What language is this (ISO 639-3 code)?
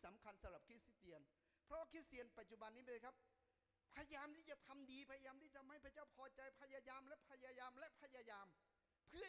tha